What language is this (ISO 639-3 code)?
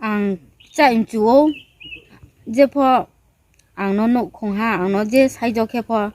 ria